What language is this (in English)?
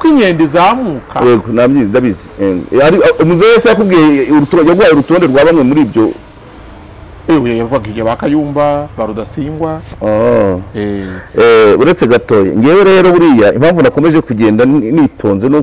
Kinyarwanda